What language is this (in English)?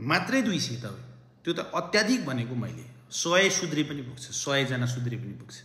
Nepali